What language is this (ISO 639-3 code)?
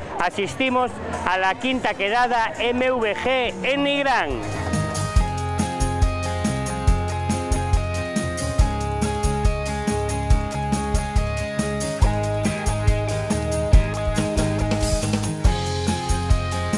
spa